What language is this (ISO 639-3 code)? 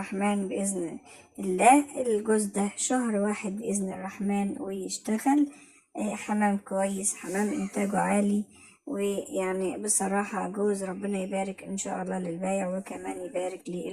arz